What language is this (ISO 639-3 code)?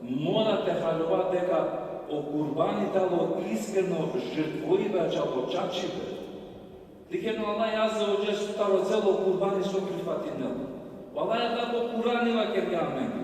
rmn